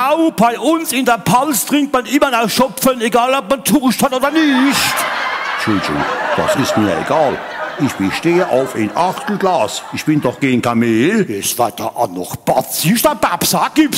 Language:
Palatine German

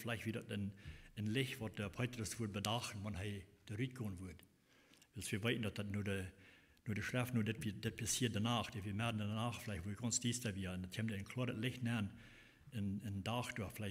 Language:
Plautdietsch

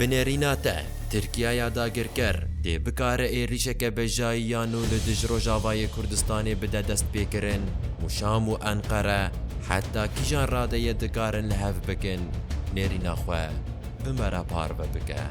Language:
Kurdish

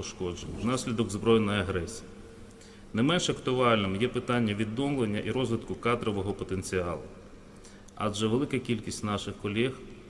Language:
Ukrainian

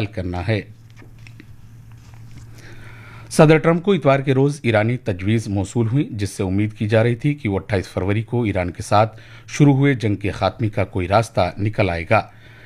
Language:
Urdu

